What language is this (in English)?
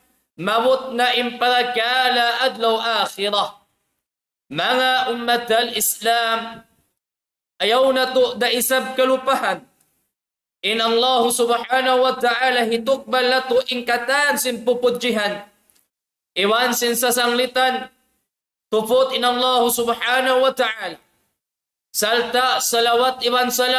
Tausug